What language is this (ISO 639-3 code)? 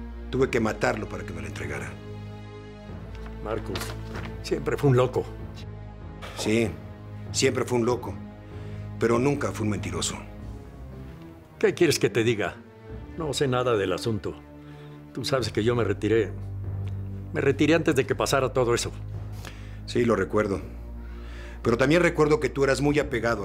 spa